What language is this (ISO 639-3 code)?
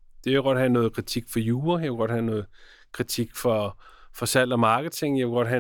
dan